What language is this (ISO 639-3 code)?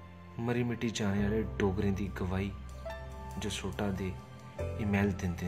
doi